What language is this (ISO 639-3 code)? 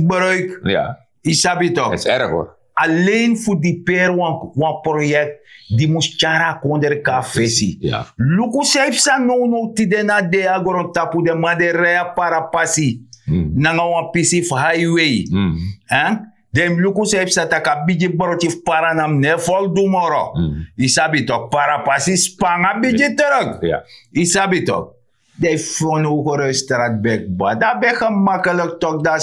srn